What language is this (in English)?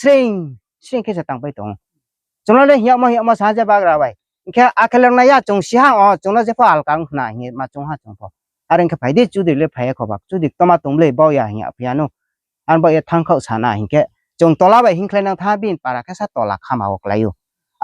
Riang (India)